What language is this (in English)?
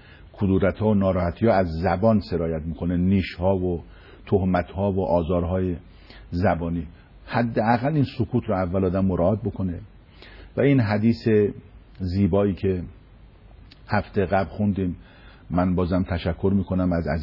Persian